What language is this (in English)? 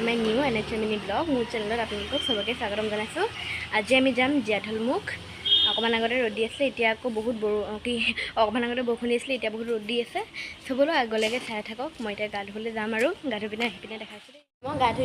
Assamese